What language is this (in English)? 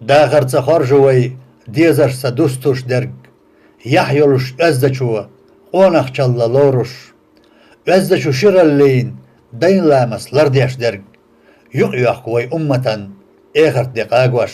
Chechen